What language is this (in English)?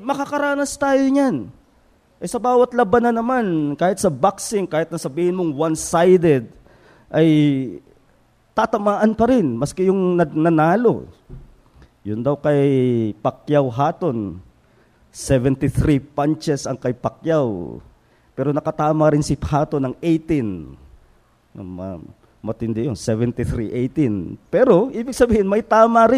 Filipino